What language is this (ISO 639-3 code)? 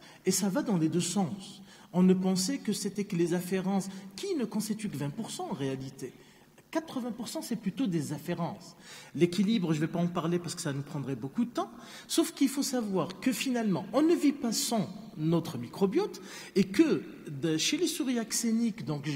fra